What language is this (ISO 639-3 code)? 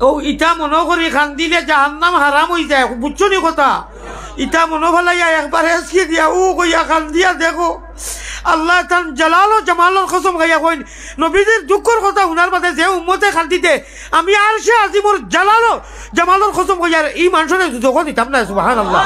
syl